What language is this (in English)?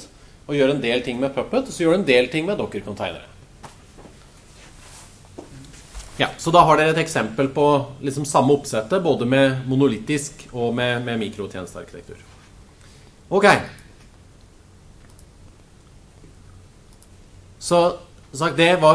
Norwegian